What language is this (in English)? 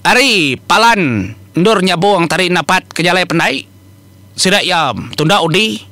Iban